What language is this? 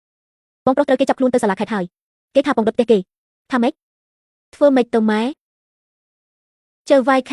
Khmer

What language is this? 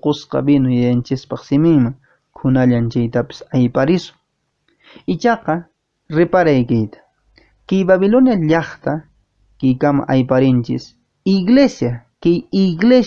Quechua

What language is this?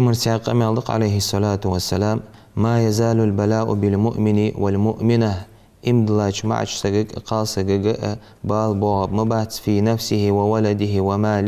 Ingush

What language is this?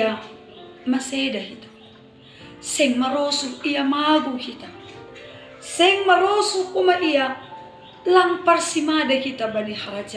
Batak Simalungun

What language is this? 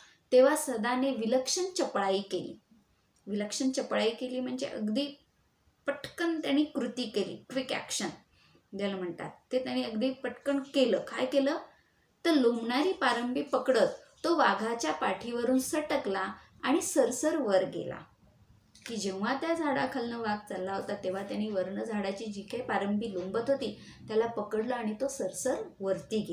Marathi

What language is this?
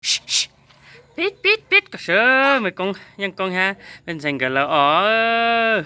Hmong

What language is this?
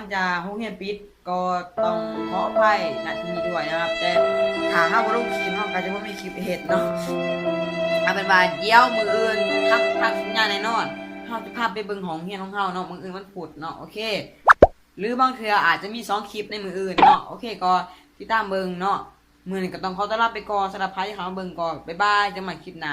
Lao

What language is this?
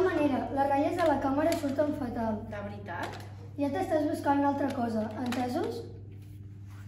Catalan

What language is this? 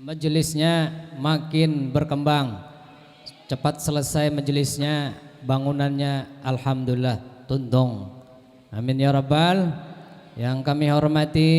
Banjar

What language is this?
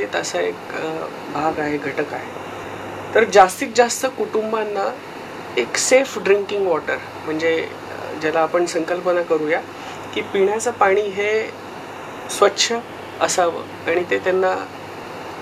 Marathi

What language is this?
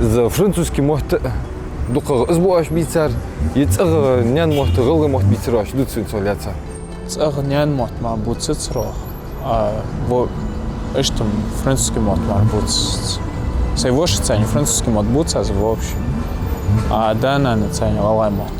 Ingush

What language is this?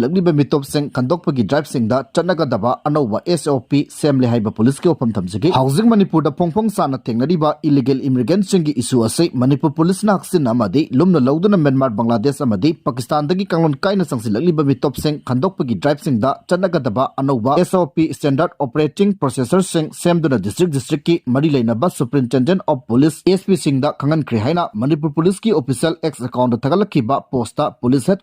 Manipuri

